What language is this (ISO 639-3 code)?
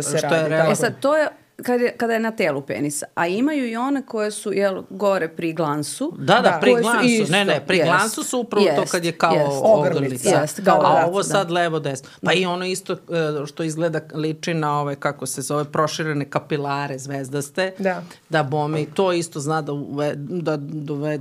srp